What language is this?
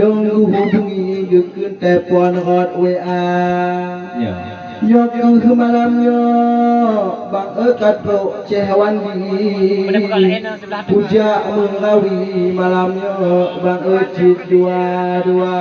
Achinese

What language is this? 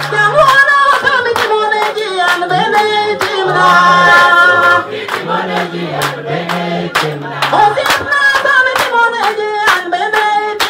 Luo (Kenya and Tanzania)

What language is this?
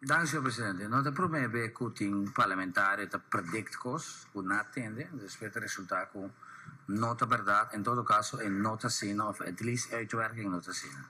Papiamento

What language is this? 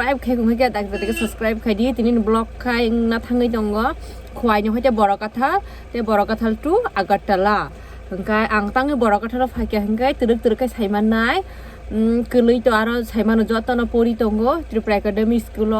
Kok Borok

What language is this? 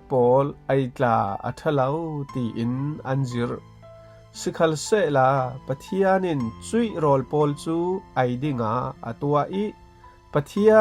Falam Chin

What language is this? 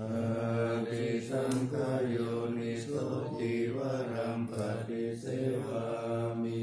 Pali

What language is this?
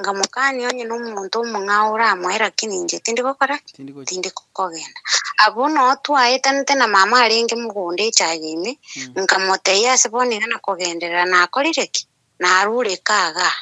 Gusii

